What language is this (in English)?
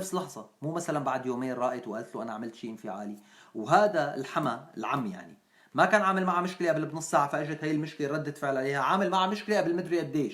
North Levantine Arabic